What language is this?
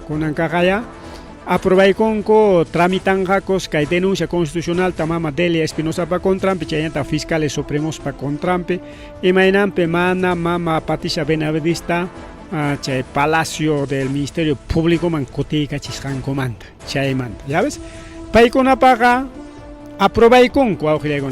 Ayacucho Quechua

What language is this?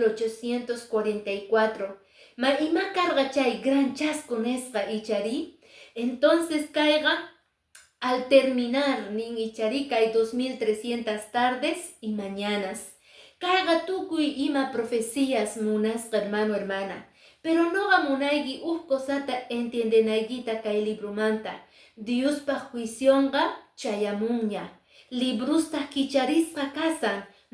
Quechua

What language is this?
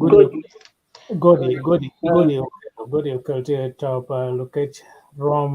Acoli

